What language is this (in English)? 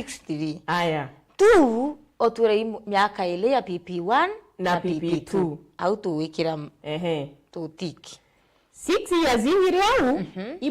Meru